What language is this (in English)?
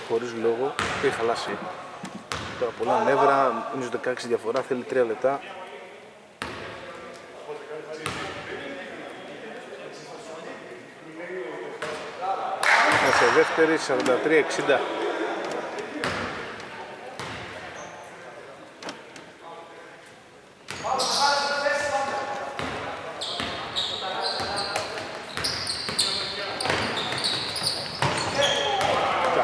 Greek